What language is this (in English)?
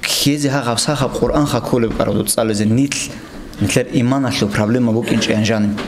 Avaric